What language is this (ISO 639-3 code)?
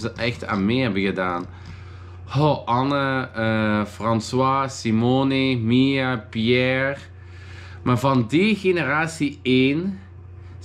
nld